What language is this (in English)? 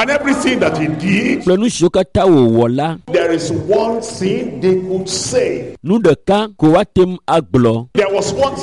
Ewe